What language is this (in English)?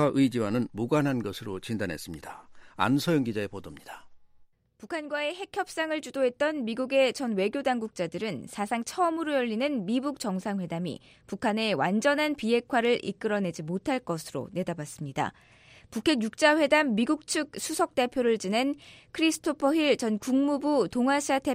Korean